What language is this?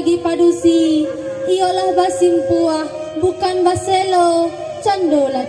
Minangkabau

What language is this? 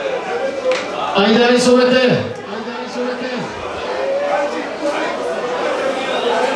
Bulgarian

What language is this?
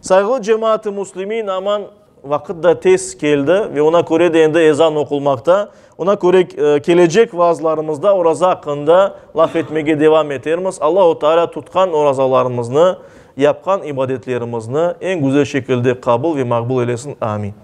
Crimean Tatar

